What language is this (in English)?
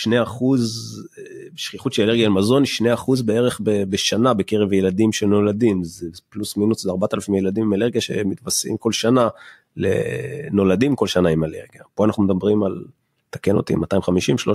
Hebrew